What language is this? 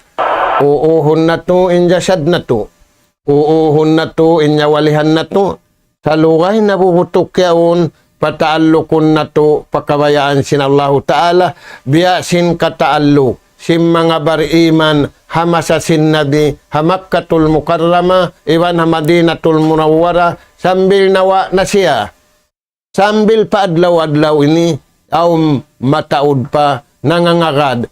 Tausug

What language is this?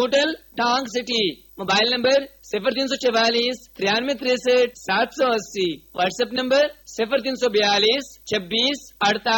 Urdu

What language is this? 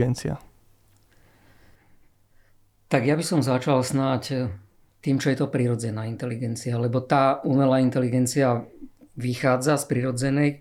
Slovak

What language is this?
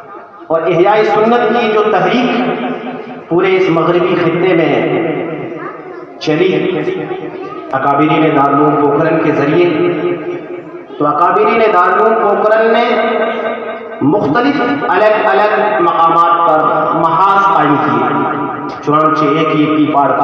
Urdu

